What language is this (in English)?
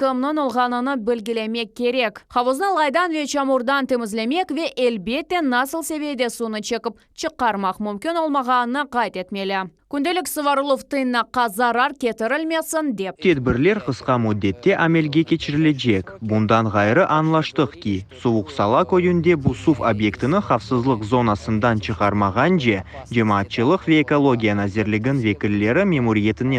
Crimean Tatar